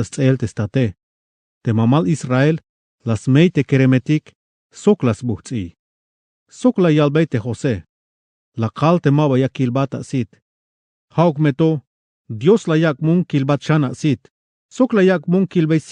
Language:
Tzeltal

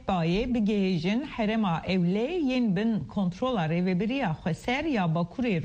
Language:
Kurdish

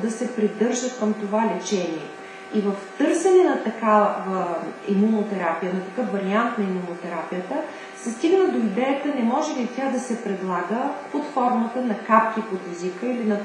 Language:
Bulgarian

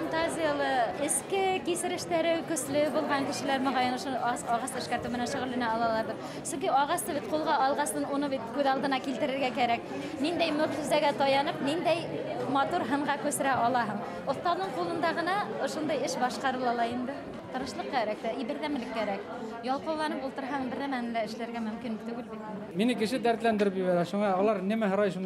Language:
Bashkir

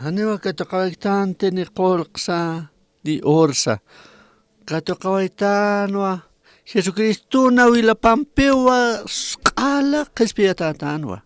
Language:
Aymara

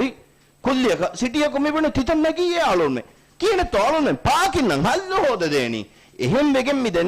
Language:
Divehi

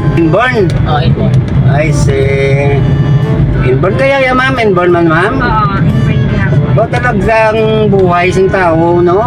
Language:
Hiligaynon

